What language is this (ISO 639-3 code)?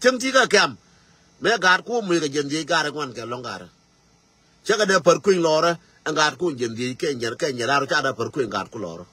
nus